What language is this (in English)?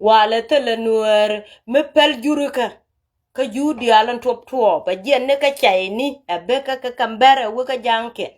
Nuer